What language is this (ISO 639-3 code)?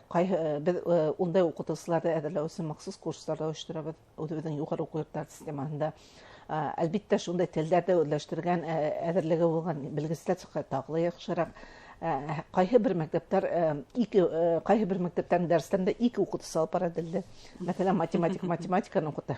bak